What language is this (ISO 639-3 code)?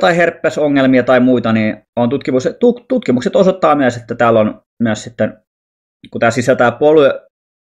fin